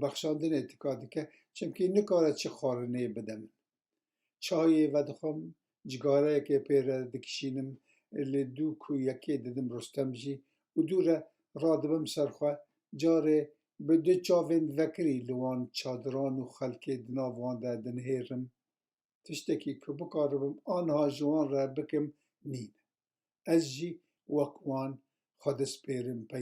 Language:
Kurdish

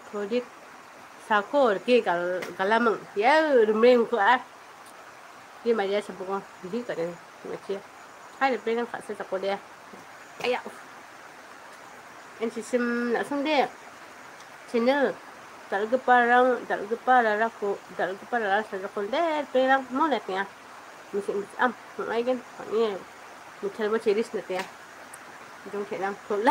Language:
Malay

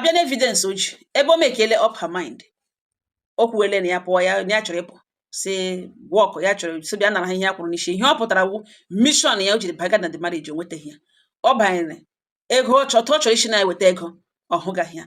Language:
Igbo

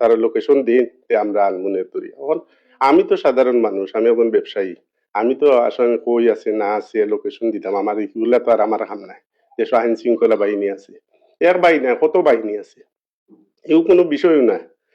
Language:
Sylheti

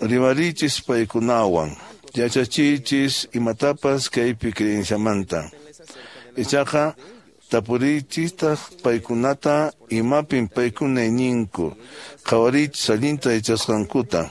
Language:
Quechua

